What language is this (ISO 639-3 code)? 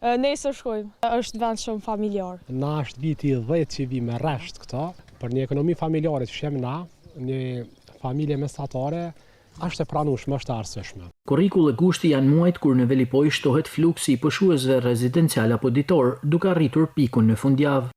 sqi